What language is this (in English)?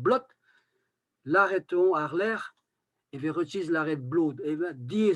Breton